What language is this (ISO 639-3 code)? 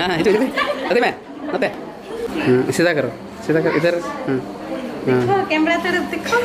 sat